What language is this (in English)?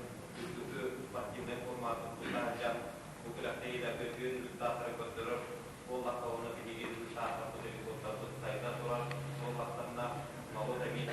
Yakut